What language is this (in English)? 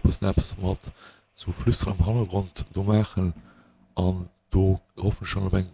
Luxembourgish